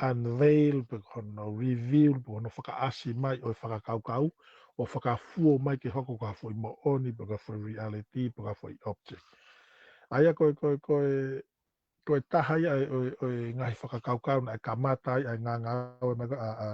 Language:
Tongan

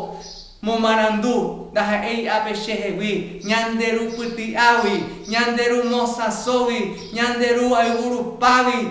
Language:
Guarani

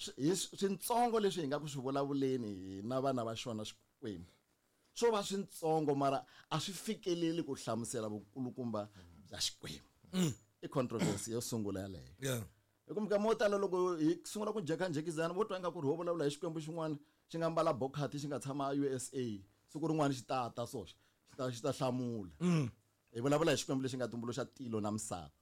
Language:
Tsonga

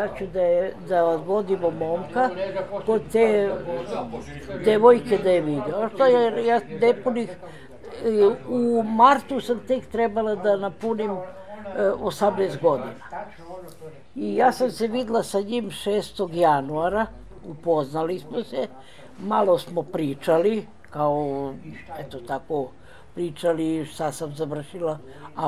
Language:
Serbian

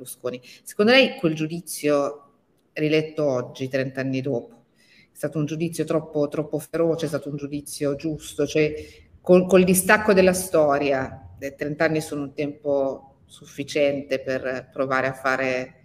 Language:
Italian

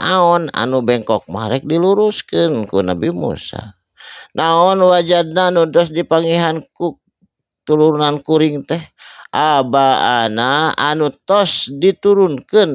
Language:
Sundanese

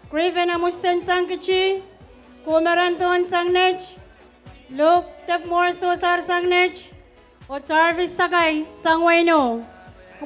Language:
Pohnpeian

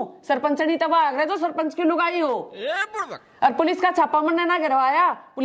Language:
Haryanvi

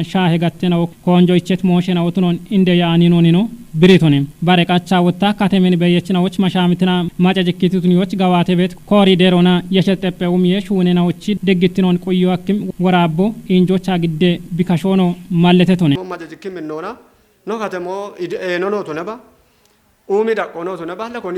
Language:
Kafa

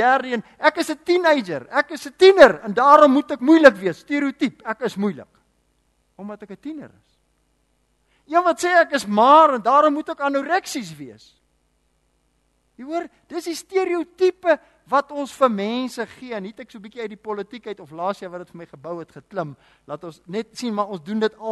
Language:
Afrikaans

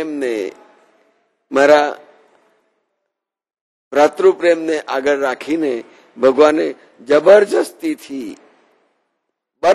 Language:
Gujarati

